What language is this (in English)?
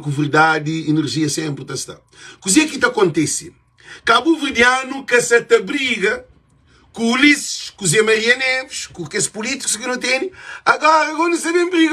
Kabuverdianu